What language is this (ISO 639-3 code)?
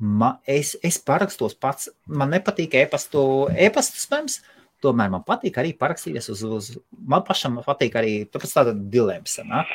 lav